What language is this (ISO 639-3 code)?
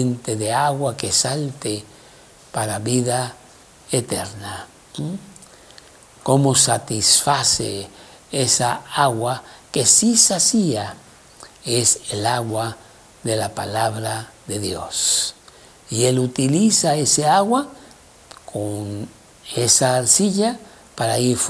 spa